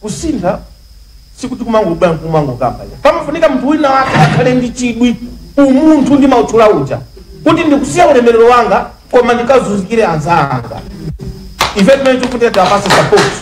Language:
Nyanja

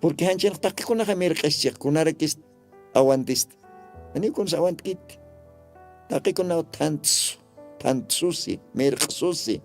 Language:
Aymara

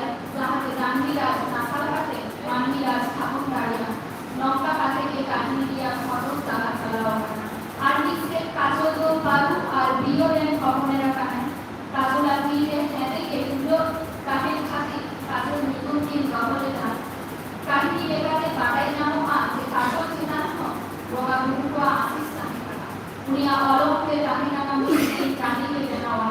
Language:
Santali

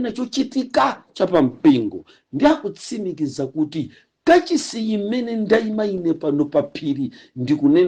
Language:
Nyanja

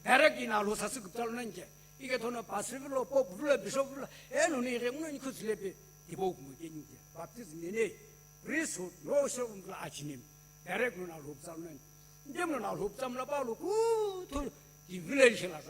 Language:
Sumi Naga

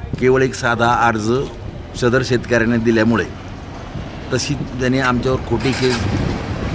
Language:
Marathi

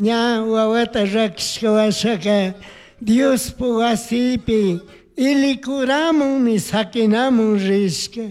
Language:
Chimborazo Highland Quichua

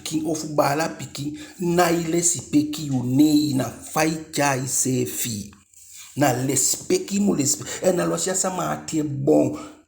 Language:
Eastern Maroon Creole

